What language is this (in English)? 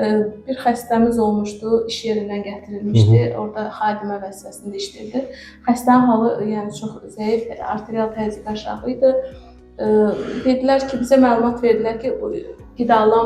Azerbaijani